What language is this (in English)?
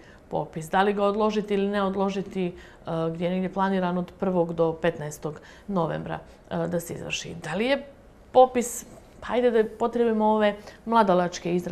Bosnian